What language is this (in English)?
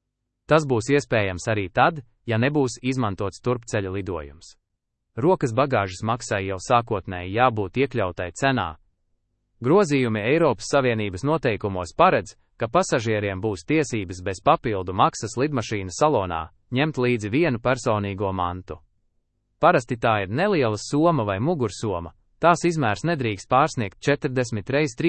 Latvian